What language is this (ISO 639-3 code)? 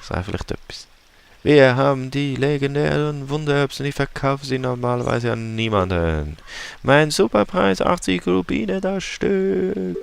gsw